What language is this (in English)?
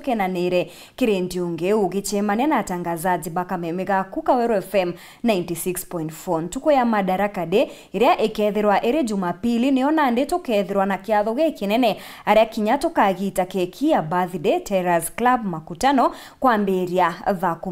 Meru